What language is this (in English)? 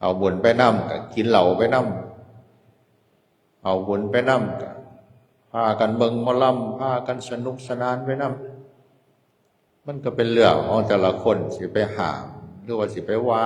Northeastern Thai